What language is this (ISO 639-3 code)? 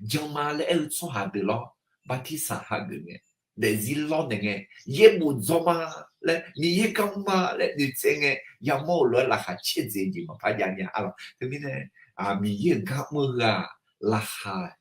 ahk